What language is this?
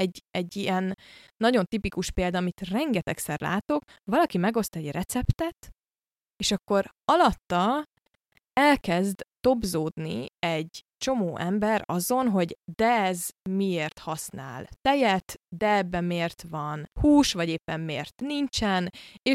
Hungarian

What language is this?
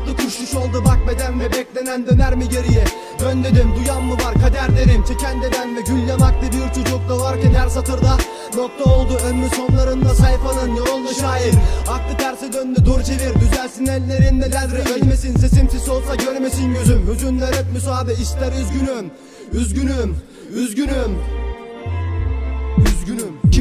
Turkish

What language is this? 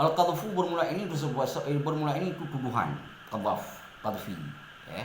Achinese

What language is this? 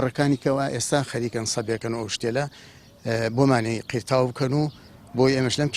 Central Kurdish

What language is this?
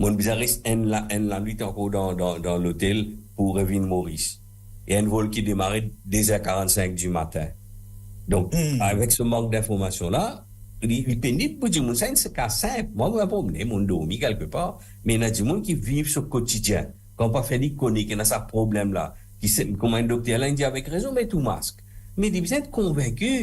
Morisyen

